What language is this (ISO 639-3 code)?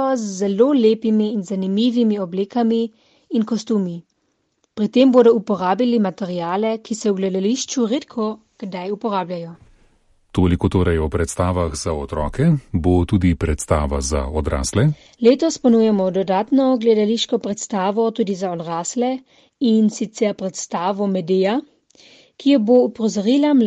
slv